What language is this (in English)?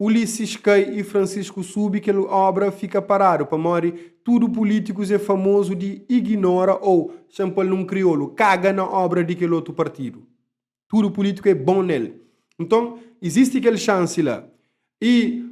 Kabuverdianu